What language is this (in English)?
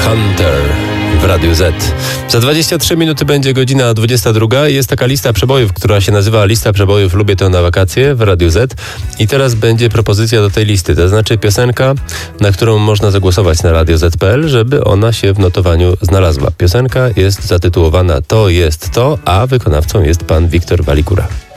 Polish